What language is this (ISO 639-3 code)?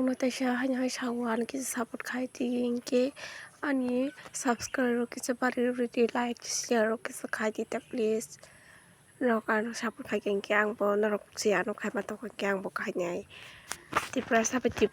trp